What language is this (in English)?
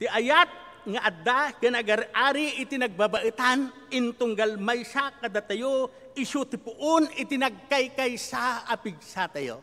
Iloko